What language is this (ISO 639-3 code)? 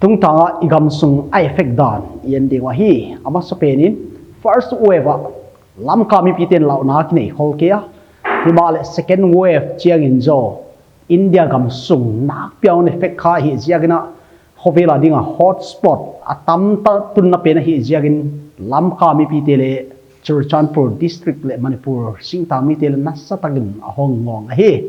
pck